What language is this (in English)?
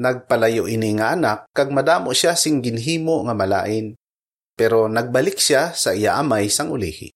Hiligaynon